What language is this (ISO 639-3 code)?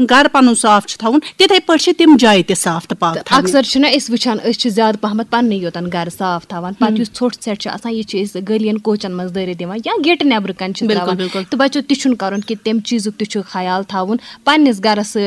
kas